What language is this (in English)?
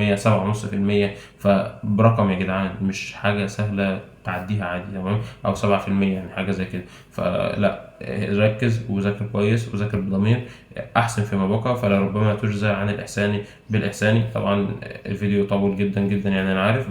Egyptian Arabic